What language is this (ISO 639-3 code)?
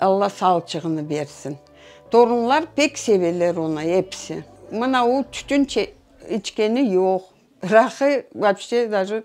crh